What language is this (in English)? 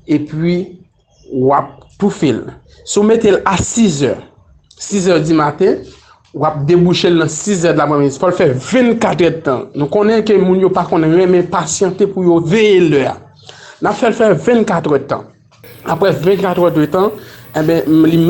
Haitian Creole